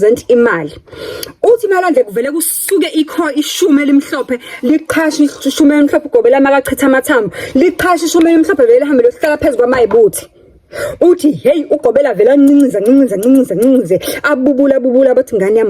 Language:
Zulu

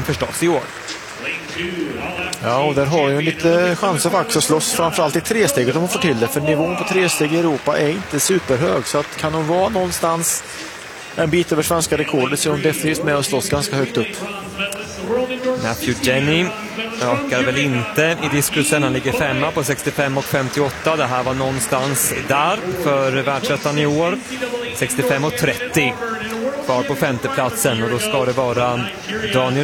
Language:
Swedish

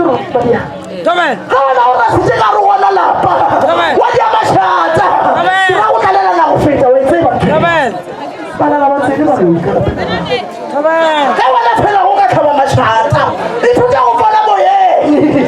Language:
Northern Sotho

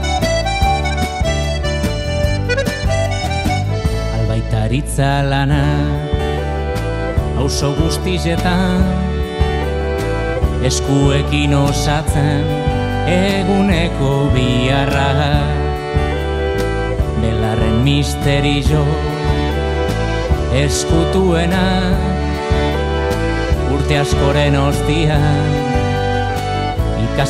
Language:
Basque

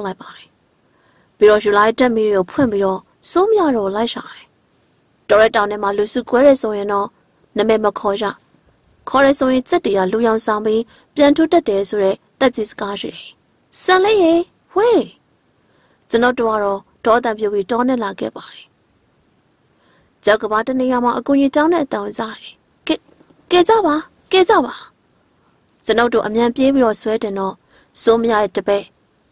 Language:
Burmese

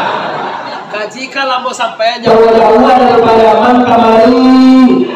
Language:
Minangkabau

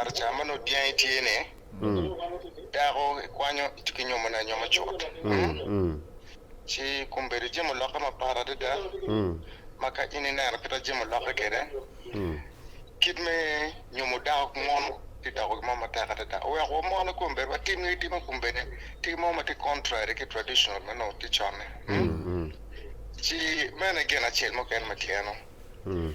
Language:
Acoli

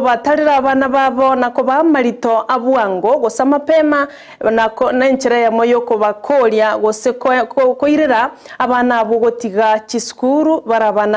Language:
Gusii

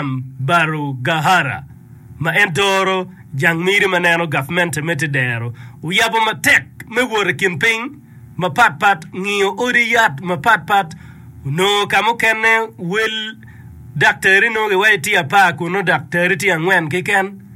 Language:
Acoli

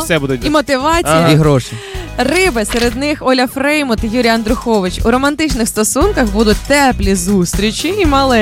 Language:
Ukrainian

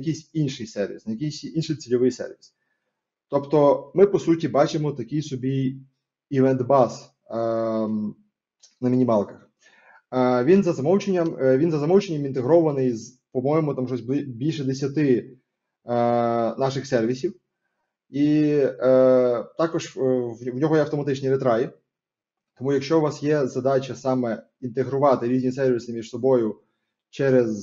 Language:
Ukrainian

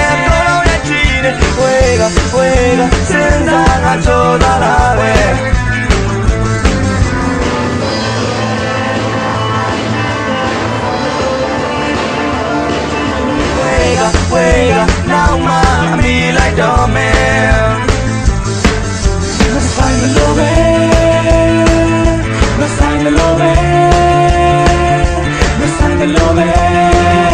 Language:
Burmese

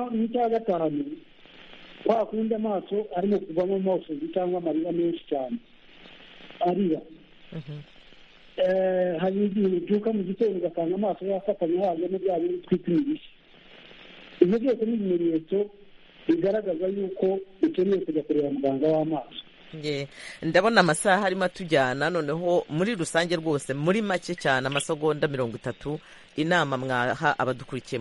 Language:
Kinyarwanda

